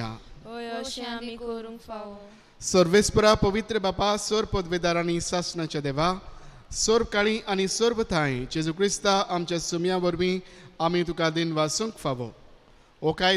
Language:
Konkani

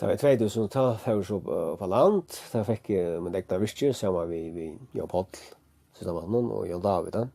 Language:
Faroese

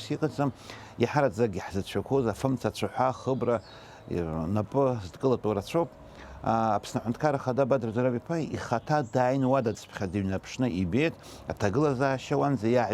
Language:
Abkhazian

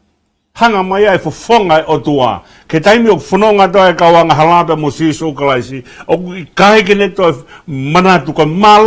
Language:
Tongan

